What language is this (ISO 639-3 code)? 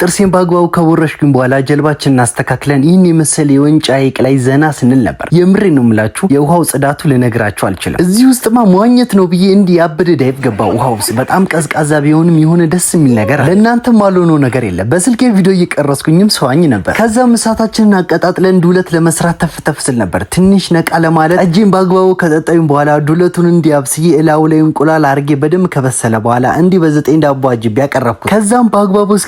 amh